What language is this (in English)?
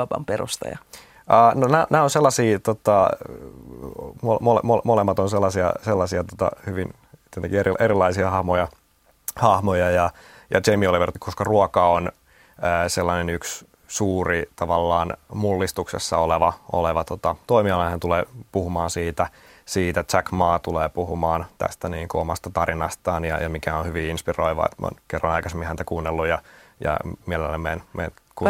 Finnish